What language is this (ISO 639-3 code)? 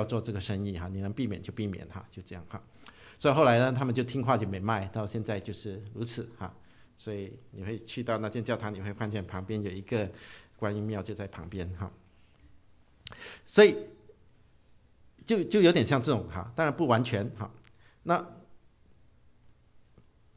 zho